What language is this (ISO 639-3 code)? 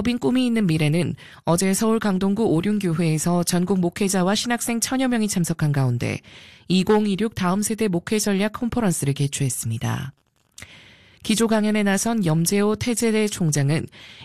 kor